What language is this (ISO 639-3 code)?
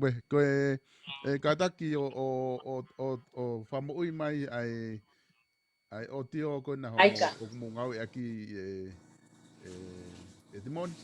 ton